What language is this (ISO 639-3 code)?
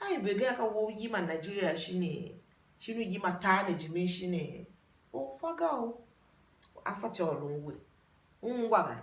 tiv